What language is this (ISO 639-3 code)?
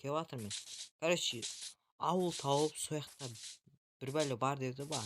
kaz